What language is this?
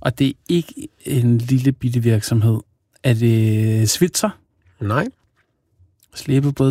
Danish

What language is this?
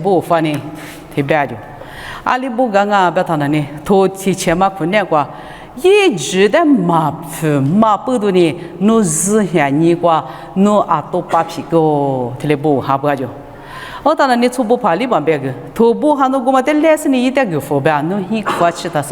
Lisu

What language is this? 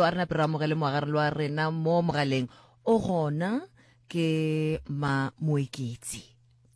Northern Sotho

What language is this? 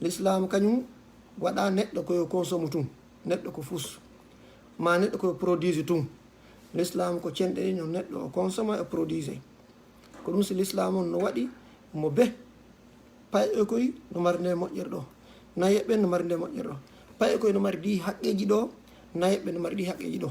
Fula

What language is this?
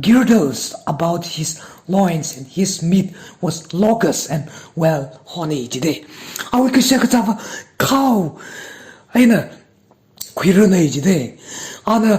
Tangkhul Naga (India)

